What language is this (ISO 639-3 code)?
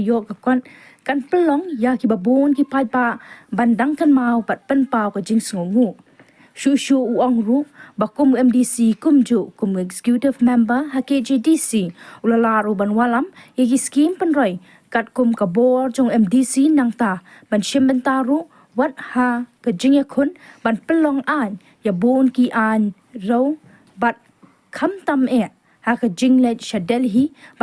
kha